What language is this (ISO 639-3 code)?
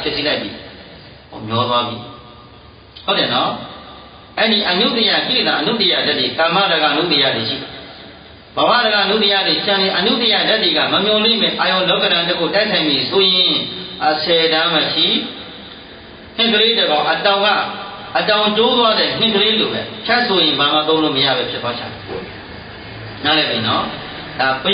mya